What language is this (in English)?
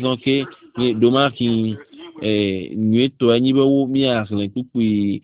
Ewe